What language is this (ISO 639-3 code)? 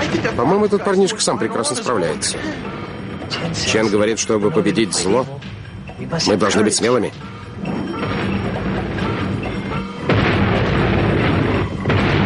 rus